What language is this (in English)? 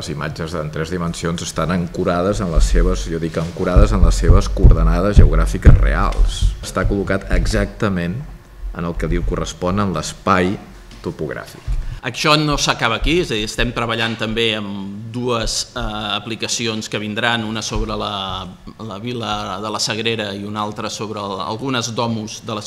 Catalan